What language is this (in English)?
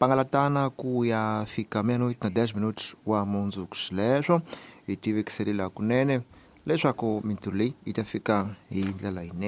Tsonga